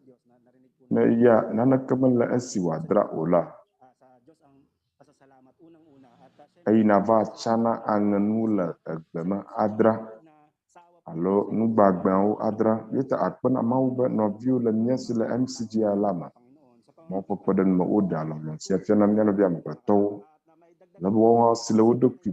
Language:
Ewe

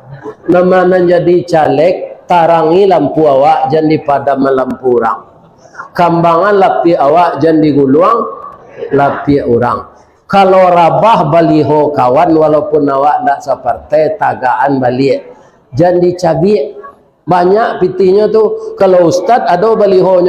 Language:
Minangkabau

